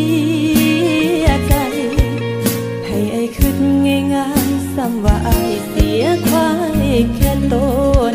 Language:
Thai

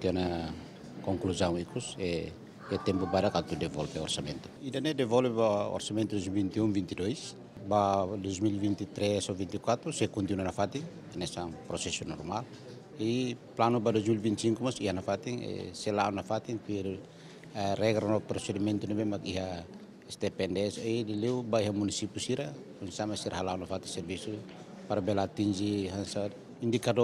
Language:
Tetum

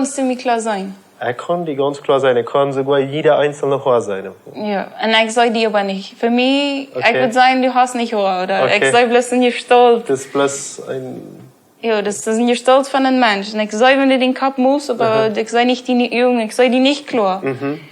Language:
Plautdietsch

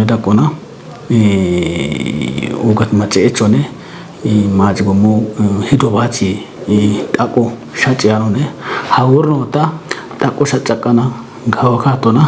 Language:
Kafa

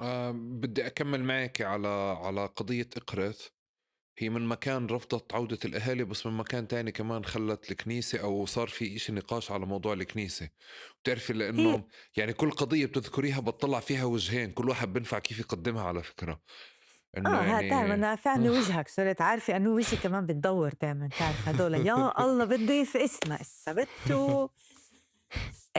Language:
North Levantine Arabic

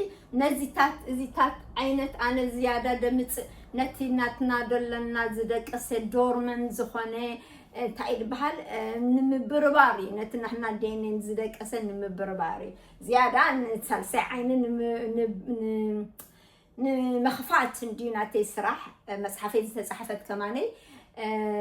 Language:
Tigrinya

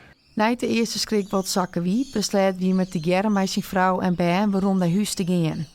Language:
Western Frisian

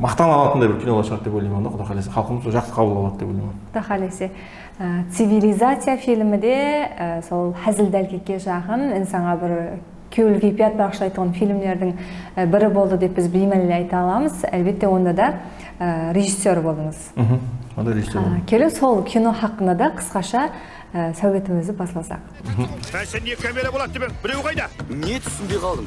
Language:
Kara-Kalpak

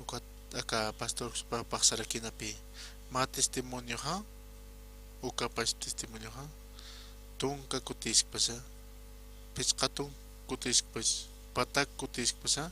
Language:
Aymara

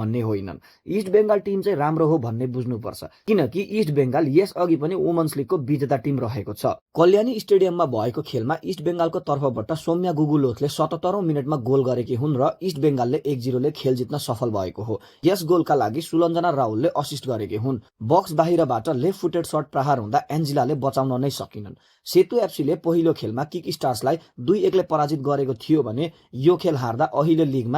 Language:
Nepali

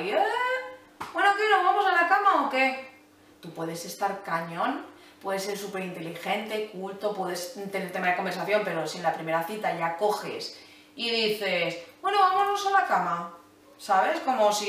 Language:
Spanish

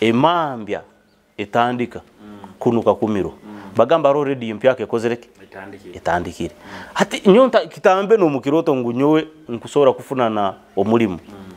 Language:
Nyoro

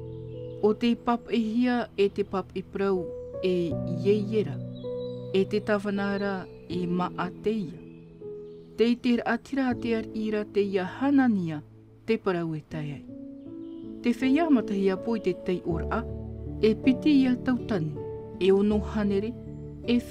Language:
Tahitian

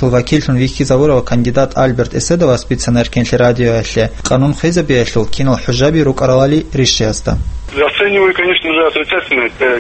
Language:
Avaric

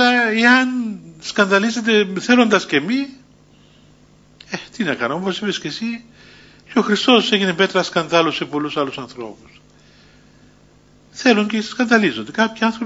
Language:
Greek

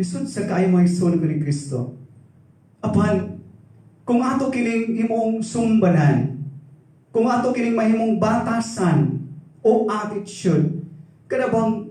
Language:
Cebuano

